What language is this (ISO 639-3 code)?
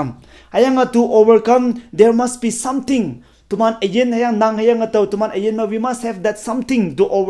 nbe